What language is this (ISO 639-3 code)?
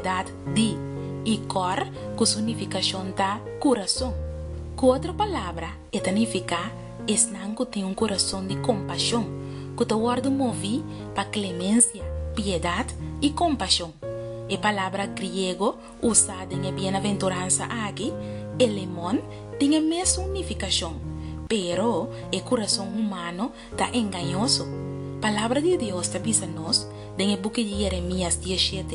pap